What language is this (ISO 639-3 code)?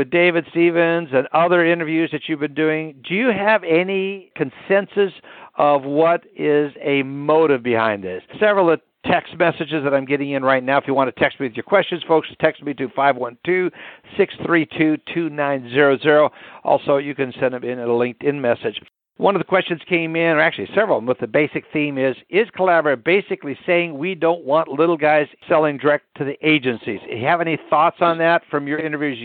eng